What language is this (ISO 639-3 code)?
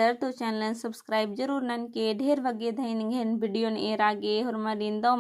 kru